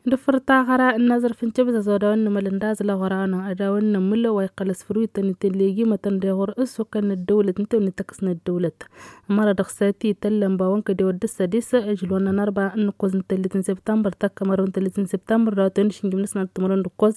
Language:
Tamasheq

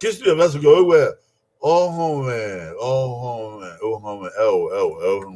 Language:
Bini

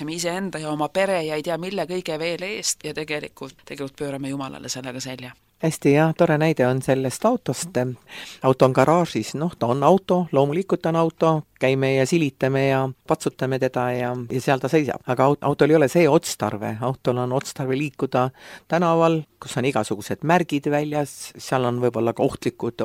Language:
Estonian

